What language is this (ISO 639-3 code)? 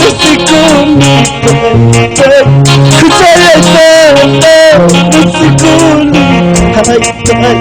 quy